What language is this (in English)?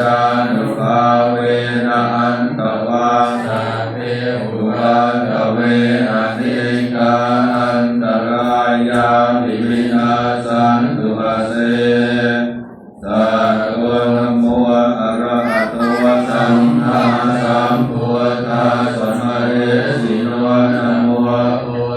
Pali